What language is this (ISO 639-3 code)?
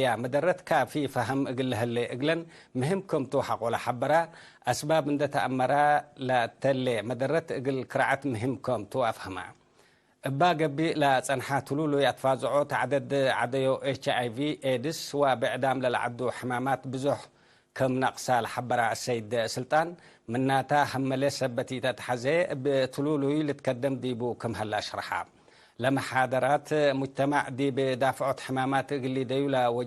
tig